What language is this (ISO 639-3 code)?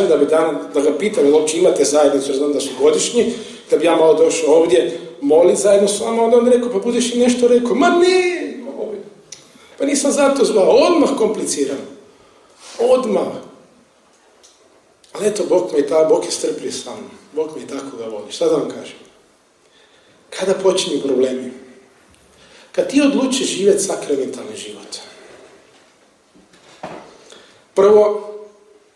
hrv